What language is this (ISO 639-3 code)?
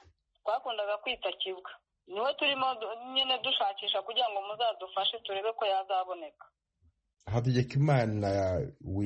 kin